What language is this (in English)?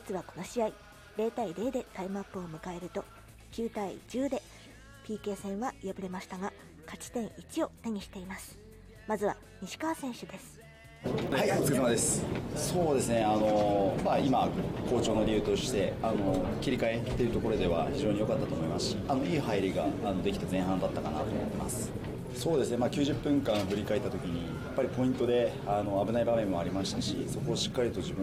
Japanese